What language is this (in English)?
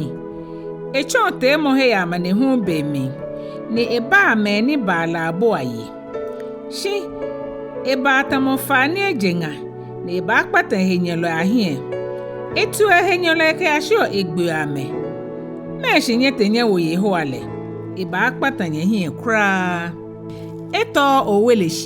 Ga